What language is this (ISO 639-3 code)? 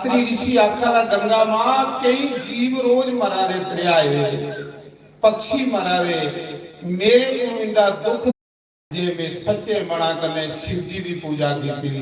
doi